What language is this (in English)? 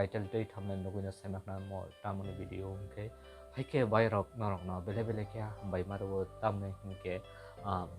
Kok Borok